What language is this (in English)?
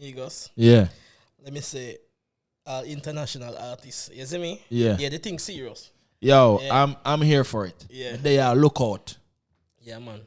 Jamaican Creole English